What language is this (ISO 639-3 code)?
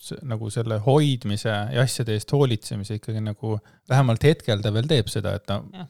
est